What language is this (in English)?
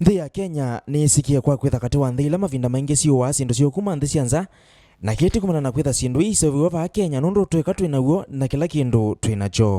Kamba